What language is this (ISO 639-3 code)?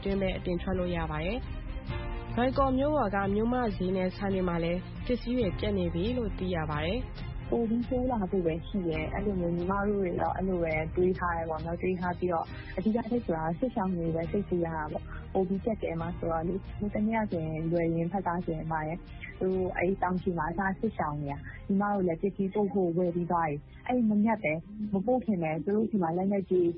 mya